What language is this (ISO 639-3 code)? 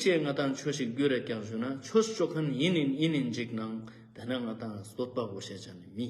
lbj